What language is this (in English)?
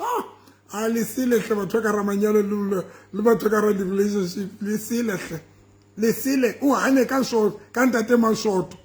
Southern Sotho